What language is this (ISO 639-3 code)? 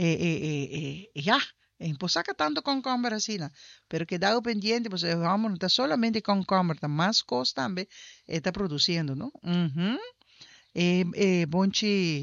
pap